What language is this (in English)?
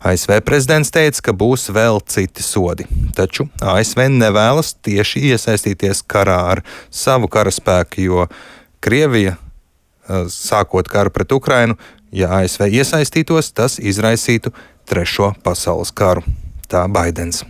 Latvian